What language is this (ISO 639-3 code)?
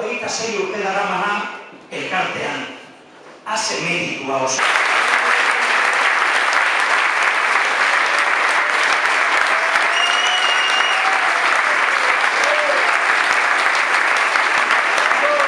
eus